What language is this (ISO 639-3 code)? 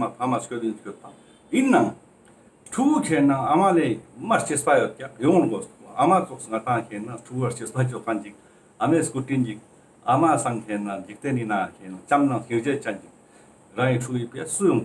lbj